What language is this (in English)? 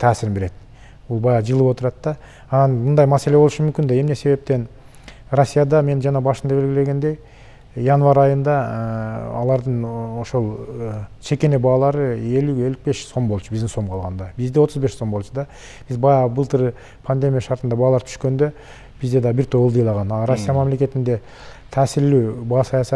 Kyrgyz